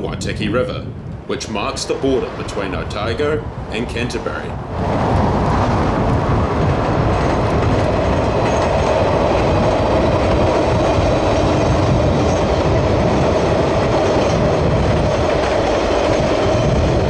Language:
English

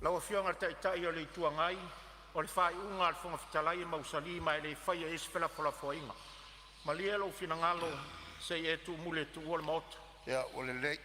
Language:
Samoan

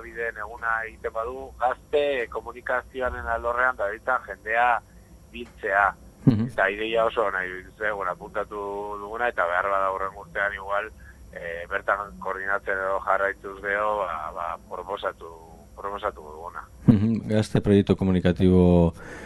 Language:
Basque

